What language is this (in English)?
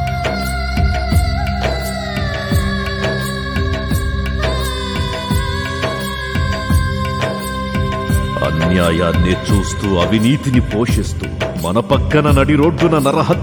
Telugu